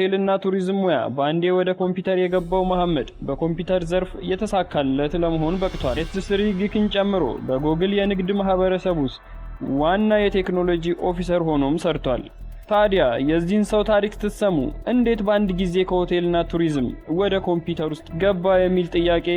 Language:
Amharic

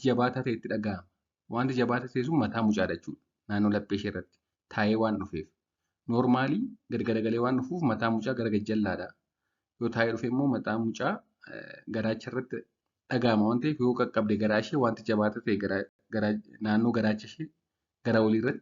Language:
Oromo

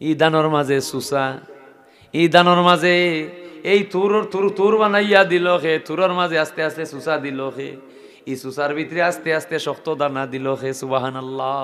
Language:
Sylheti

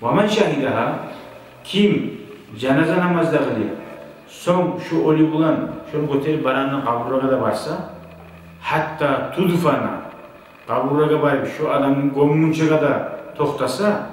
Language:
Kumyk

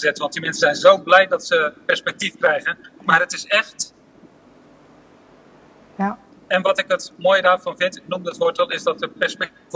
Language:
Dutch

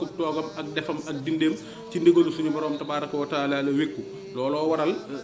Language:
Wolof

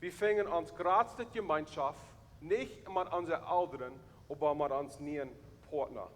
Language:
Plautdietsch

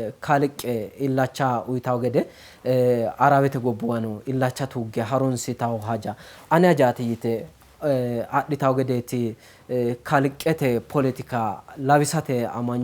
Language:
Sidamo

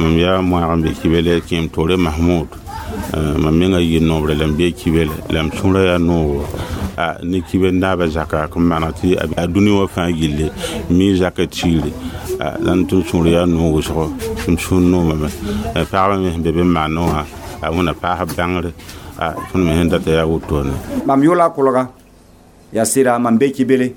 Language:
Mossi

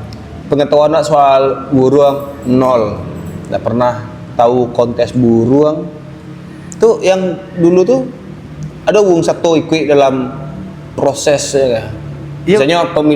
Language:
Minangkabau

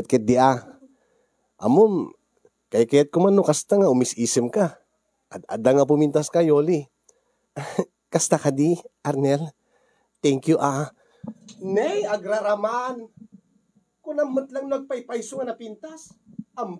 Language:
Iloko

